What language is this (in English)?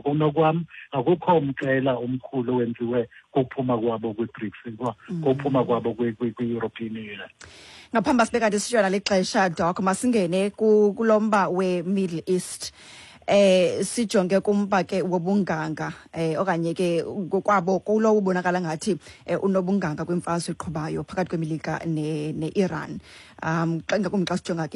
Xhosa